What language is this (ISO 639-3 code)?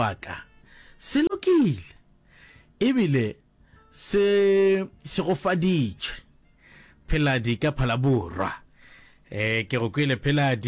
nso